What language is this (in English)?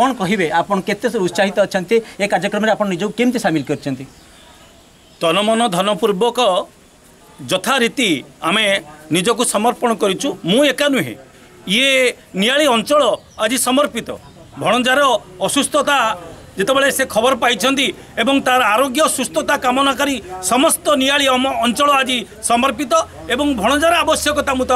Odia